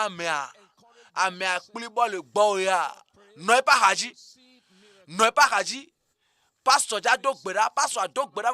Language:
Ewe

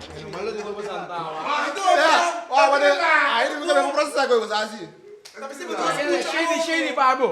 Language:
Papiamento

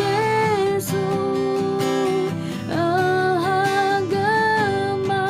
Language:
Akha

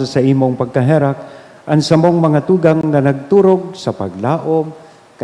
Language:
Bikol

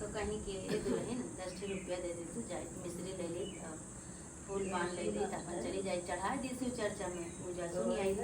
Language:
Awadhi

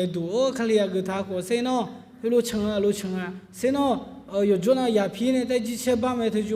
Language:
Akha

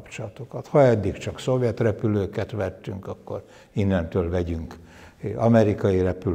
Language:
Hungarian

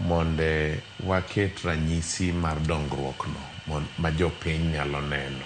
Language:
Luo (Kenya and Tanzania)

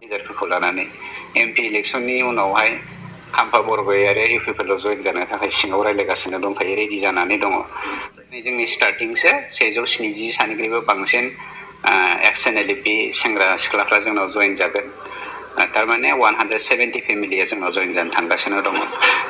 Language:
Bodo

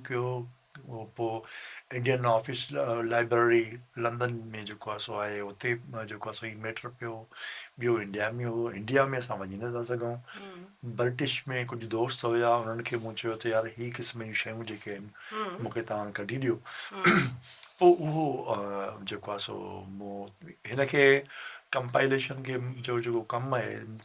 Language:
Sindhi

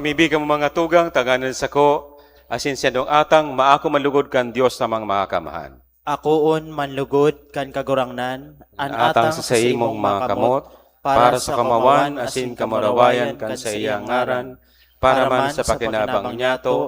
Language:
Bikol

